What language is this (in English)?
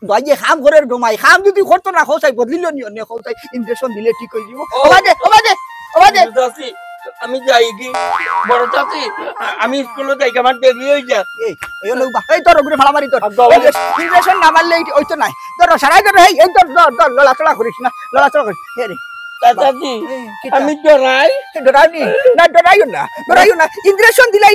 Sylheti